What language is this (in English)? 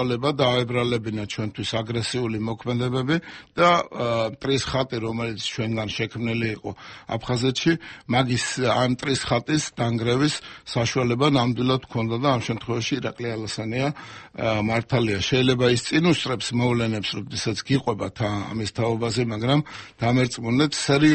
Georgian